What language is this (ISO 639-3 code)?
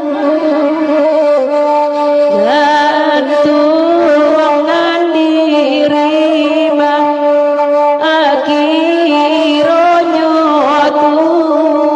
min